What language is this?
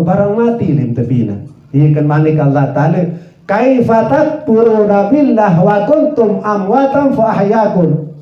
Sasak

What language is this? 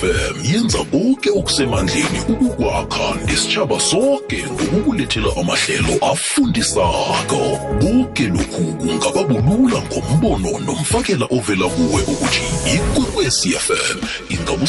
South Ndebele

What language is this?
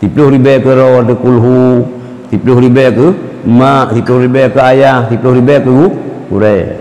Achinese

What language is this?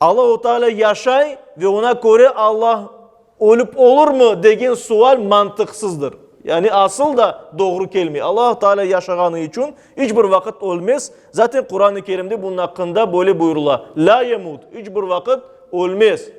Crimean Tatar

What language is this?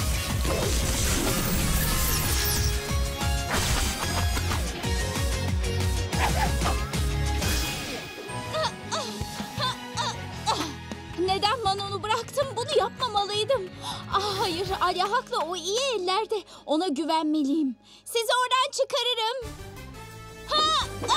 Turkish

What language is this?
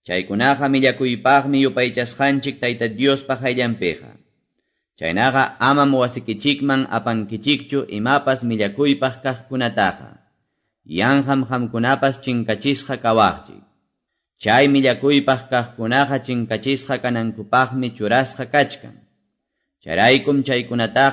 Ayacucho Quechua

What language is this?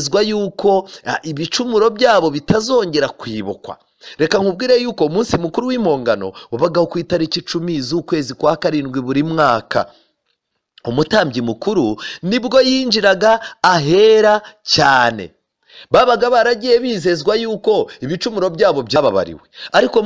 Kinyarwanda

